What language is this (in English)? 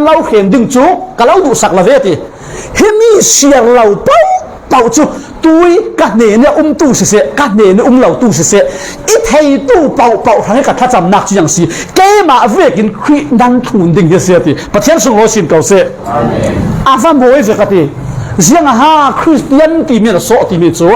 Falam Chin